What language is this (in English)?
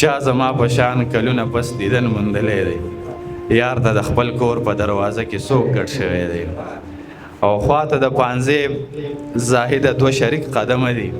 Pashto